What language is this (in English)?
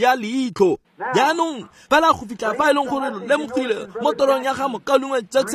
Tswana